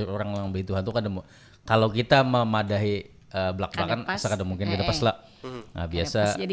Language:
Banjar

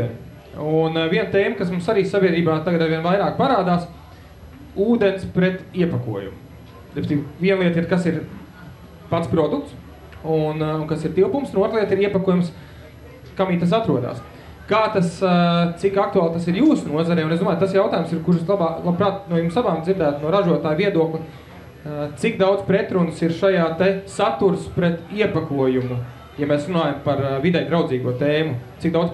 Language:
Latvian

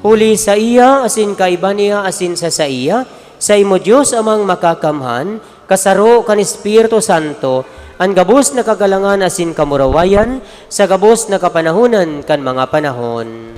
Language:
Bikol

